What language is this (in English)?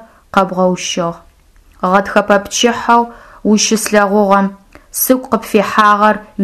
Adyghe